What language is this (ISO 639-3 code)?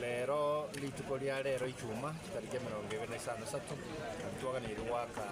guz